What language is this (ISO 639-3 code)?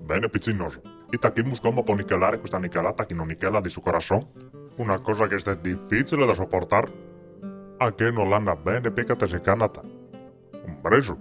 srd